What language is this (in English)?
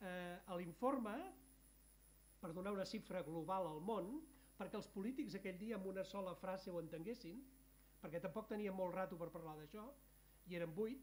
Catalan